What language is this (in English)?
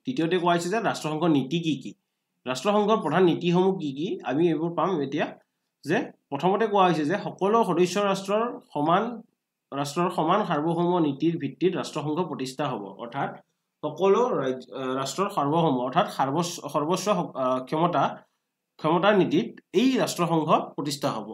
Assamese